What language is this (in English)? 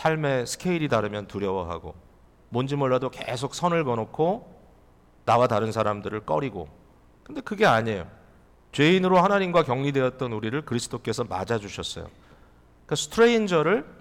Korean